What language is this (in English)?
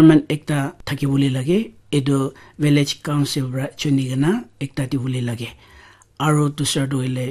Naga Pidgin